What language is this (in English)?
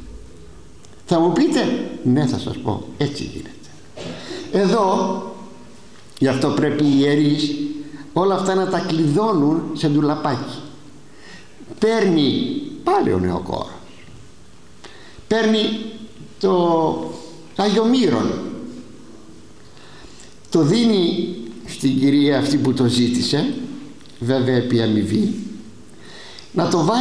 Greek